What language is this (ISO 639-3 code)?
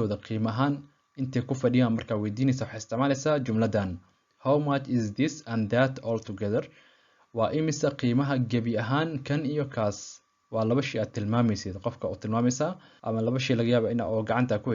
som